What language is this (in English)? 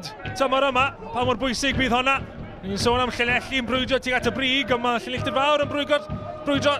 Welsh